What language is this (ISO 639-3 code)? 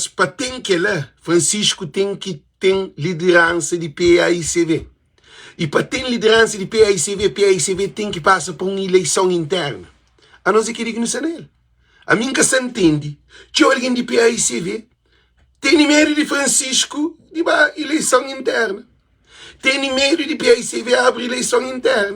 kea